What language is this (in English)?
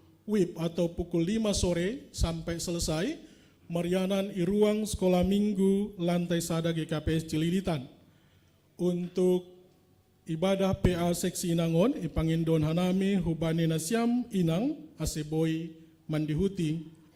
Batak Simalungun